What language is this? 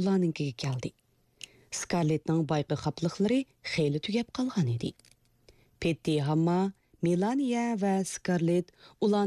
Uyghur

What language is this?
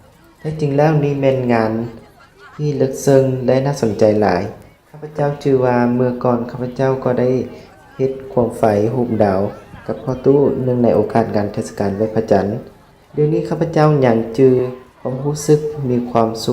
Lao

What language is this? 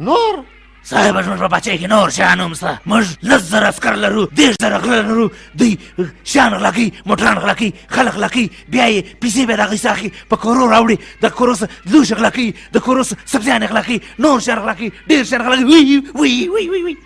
Pashto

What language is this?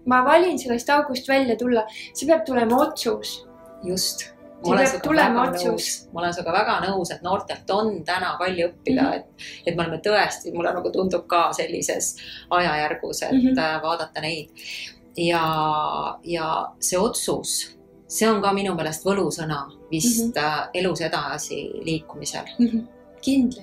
Estonian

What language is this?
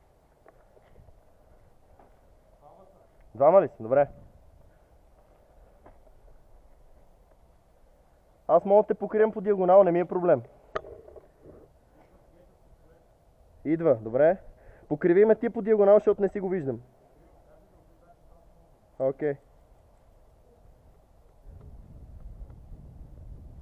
Bulgarian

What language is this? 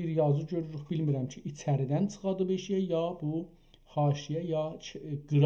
South Azerbaijani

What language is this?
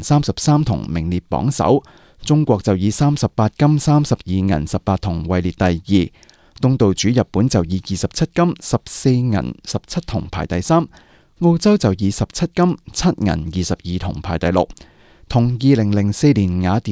Cantonese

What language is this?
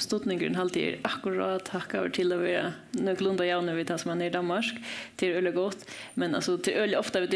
Faroese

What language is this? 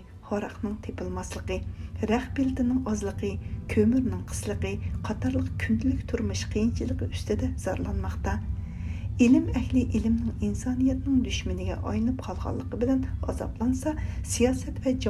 Uyghur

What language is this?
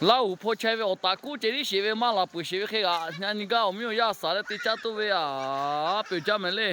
Lahu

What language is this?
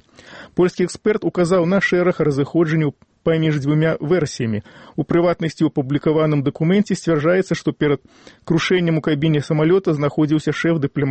Belarusian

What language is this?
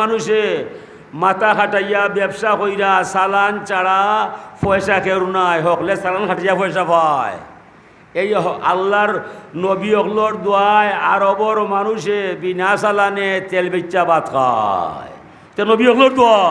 Sylheti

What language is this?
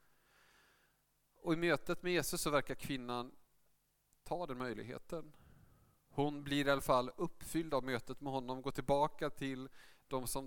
Swedish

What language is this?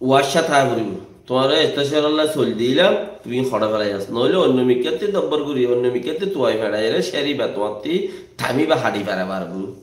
Rohingya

